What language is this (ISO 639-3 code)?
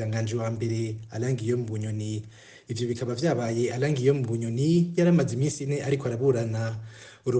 run